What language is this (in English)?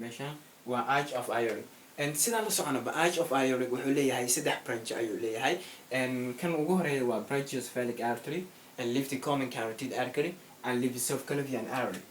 Somali